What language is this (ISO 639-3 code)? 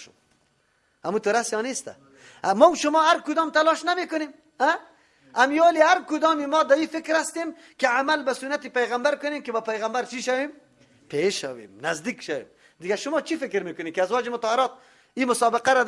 fas